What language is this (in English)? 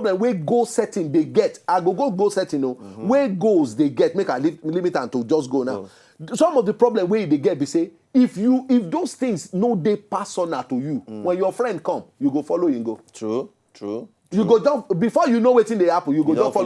Nigerian Pidgin